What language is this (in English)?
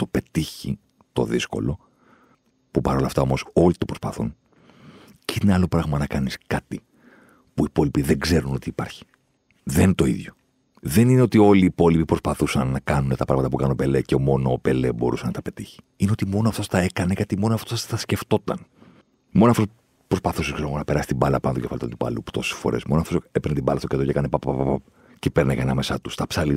Greek